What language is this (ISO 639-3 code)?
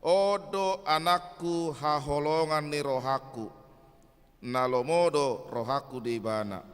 bbc